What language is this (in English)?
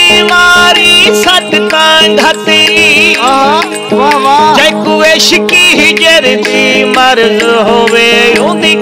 Saraiki